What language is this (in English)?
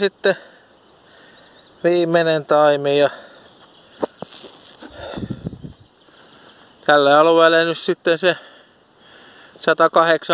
Finnish